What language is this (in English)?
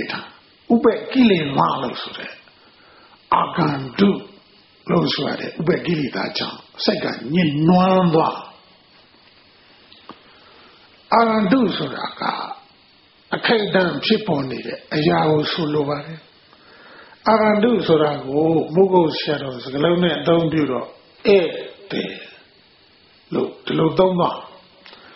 Burmese